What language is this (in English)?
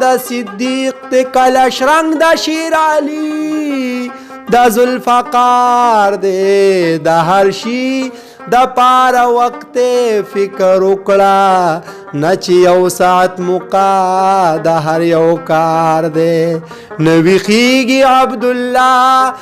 Pashto